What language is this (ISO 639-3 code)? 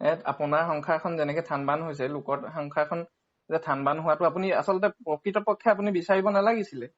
asm